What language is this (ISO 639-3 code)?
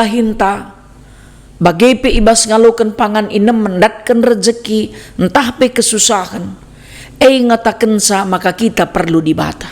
btx